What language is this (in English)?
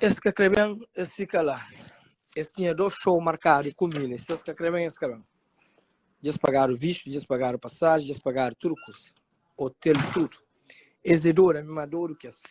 Kabuverdianu